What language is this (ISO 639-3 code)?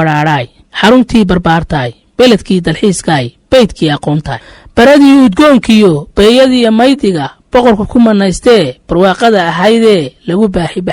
som